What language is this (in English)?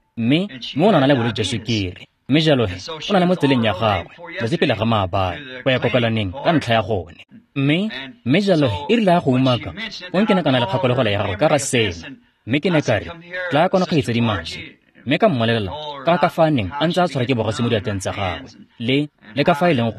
Tswana